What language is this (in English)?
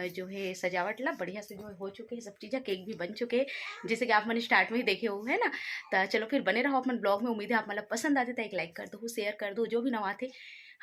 Chhattisgarhi